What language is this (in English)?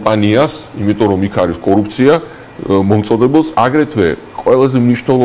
Georgian